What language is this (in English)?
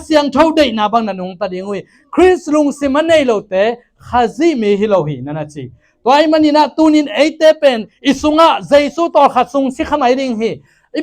Tedim Chin